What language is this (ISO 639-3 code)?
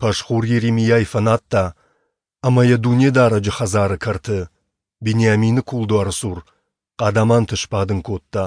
oss